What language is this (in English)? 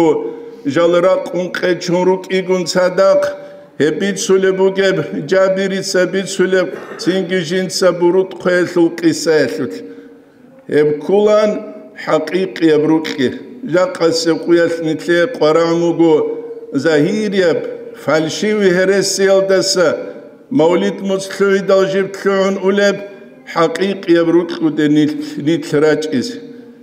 Avaric